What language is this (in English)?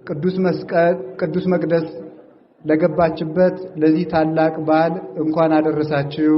Amharic